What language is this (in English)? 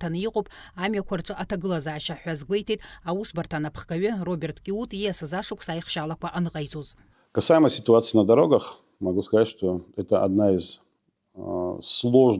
Abkhazian